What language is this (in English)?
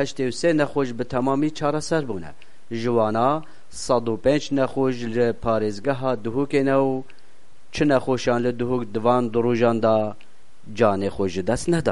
Kurdish